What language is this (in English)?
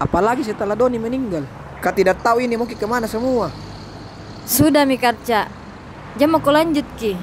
Makassar Malay